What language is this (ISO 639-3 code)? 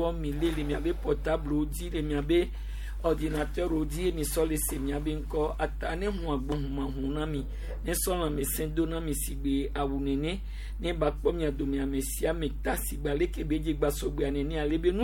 gej